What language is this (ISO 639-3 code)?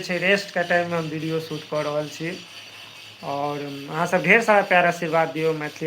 mai